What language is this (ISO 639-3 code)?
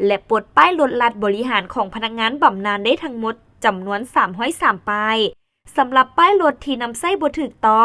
lao